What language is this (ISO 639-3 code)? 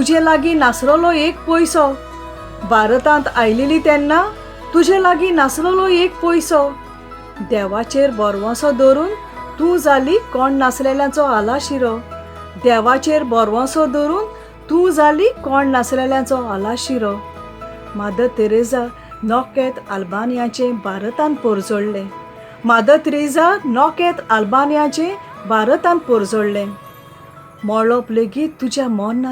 kok